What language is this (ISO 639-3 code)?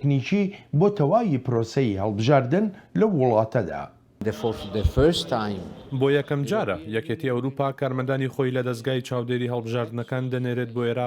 ckb